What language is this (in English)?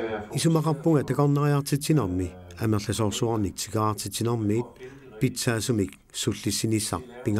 Kalaallisut